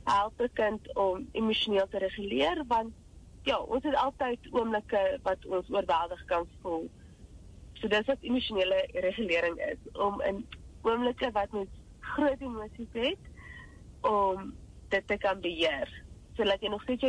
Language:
Afrikaans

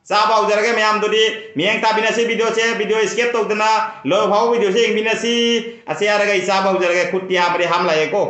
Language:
Manipuri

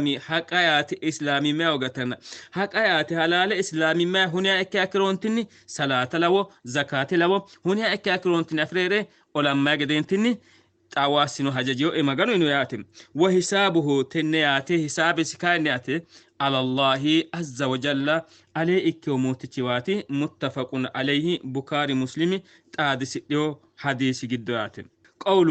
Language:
Sidamo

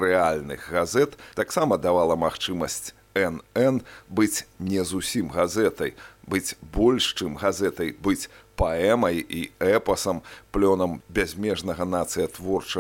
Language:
Belarusian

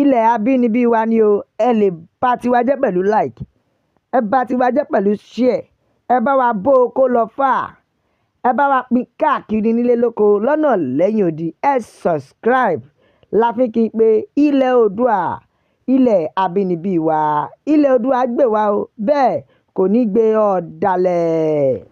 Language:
Yoruba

